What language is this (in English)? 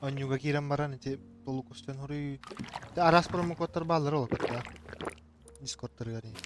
Yakut